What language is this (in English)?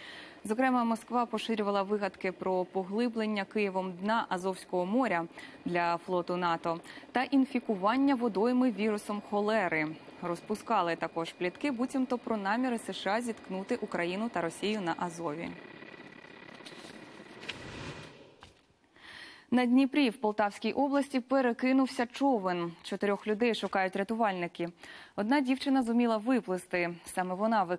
Ukrainian